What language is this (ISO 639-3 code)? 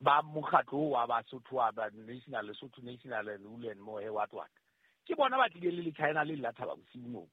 sot